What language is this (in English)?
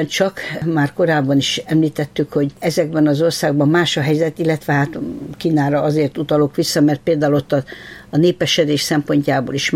Hungarian